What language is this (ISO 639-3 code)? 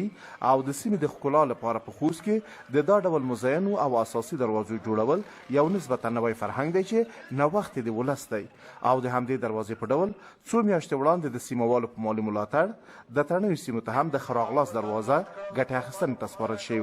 pus